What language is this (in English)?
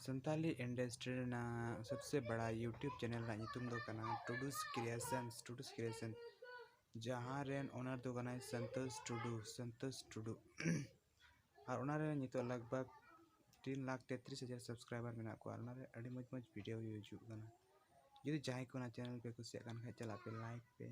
Santali